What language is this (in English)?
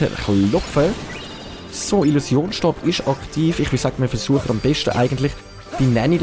Swiss German